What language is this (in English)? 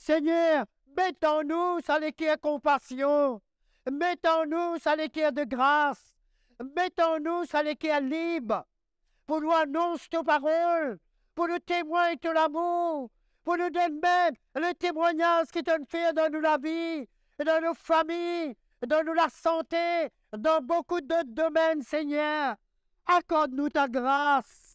Morisyen